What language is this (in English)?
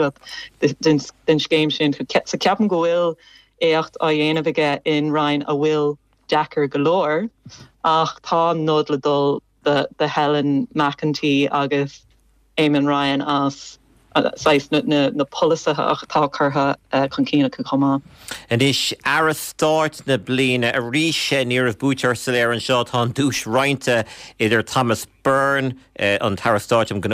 Irish